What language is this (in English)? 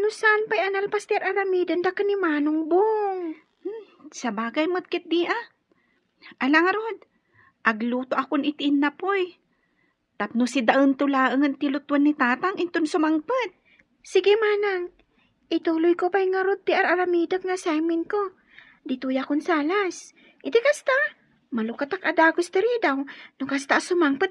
Iloko